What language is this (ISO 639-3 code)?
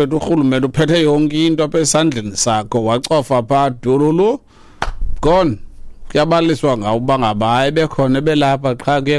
xho